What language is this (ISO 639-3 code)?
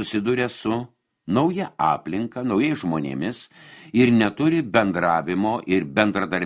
lit